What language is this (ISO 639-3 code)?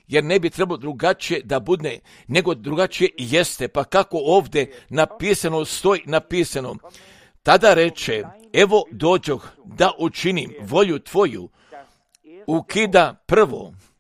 hrv